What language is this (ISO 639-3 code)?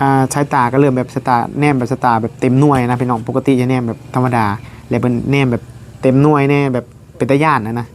tts